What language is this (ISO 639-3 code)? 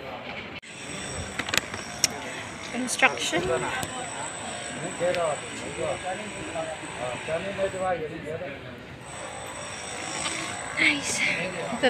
fil